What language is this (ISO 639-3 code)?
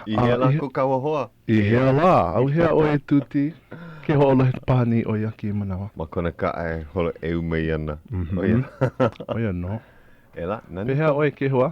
haw